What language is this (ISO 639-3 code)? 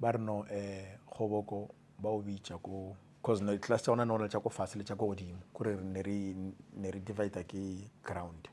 nso